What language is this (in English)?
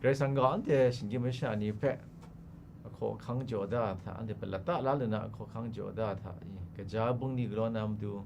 Kachin